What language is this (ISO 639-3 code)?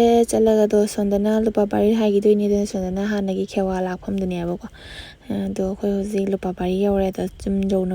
mni